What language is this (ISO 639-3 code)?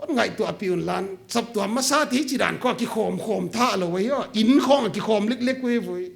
pck